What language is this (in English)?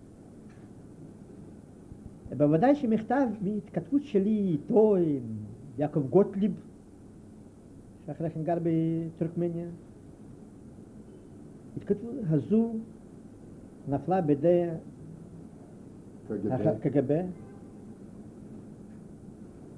Hebrew